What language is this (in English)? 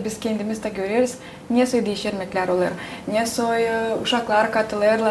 Gagauz